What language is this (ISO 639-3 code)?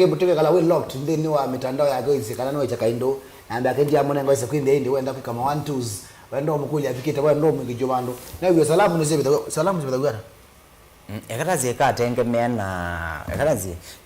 kam